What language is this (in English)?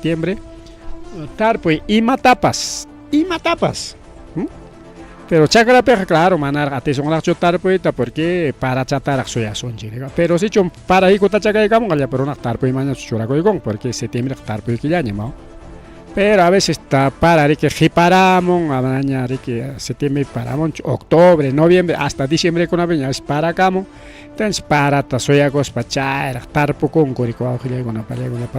Ayacucho Quechua